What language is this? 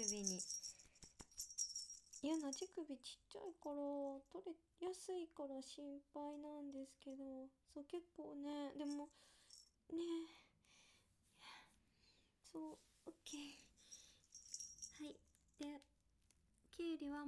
Japanese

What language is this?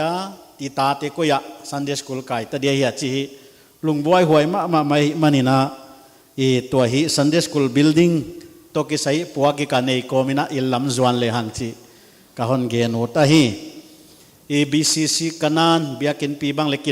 Paite Chin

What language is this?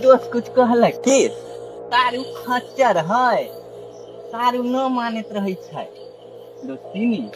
Maithili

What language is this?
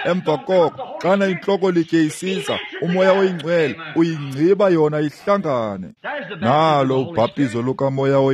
Xhosa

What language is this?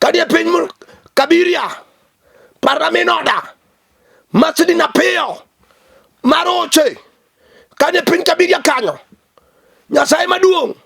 Luo (Kenya and Tanzania)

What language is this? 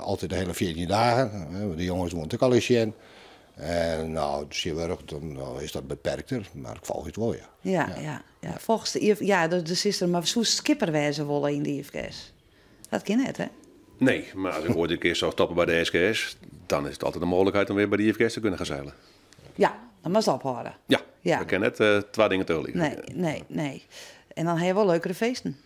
Western Frisian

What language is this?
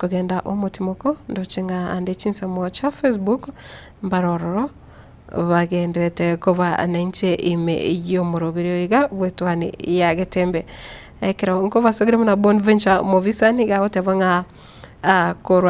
Gusii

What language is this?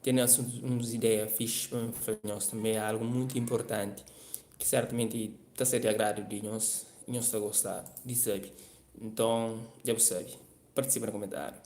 Kabuverdianu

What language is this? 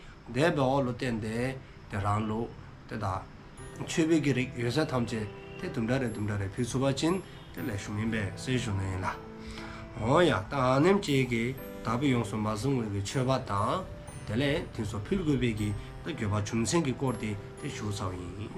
Dzongkha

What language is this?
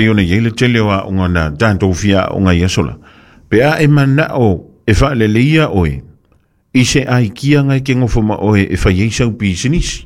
Samoan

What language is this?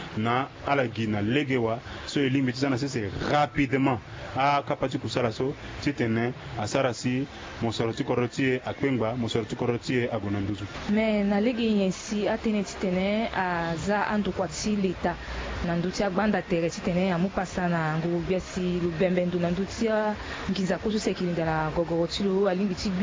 Sango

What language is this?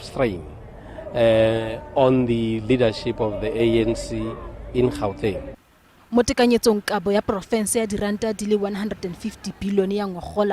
Tswana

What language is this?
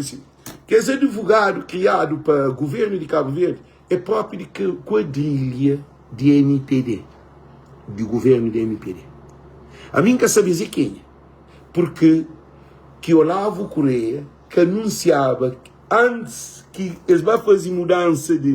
Kabuverdianu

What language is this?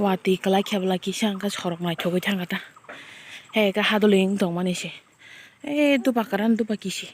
Kok Borok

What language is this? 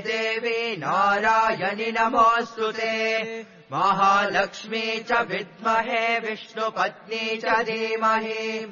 Sanskrit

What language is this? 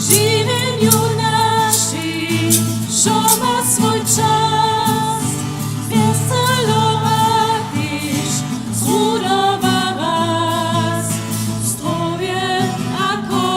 Upper Sorbian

